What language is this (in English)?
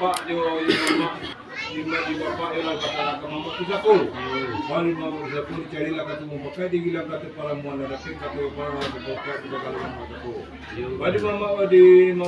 Minangkabau